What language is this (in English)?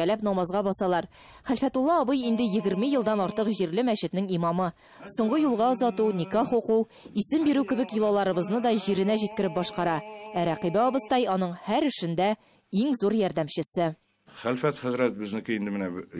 Tatar